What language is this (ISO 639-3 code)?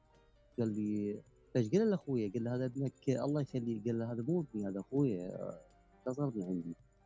acm